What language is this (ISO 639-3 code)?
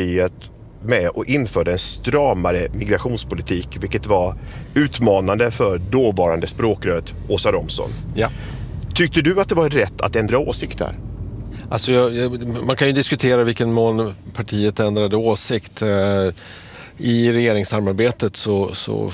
swe